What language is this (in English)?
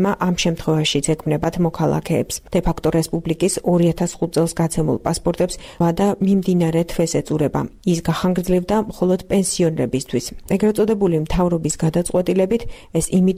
Georgian